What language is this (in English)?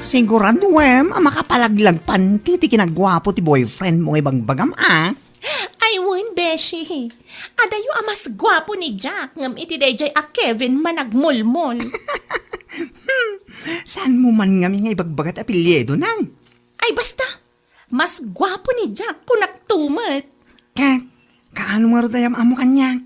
Iloko